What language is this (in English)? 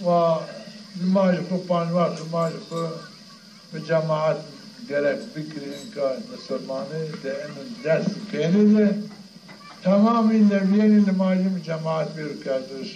Zaza